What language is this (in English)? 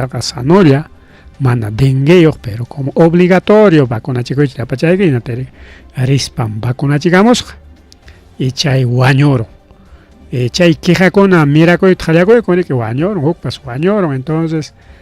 Ayacucho Quechua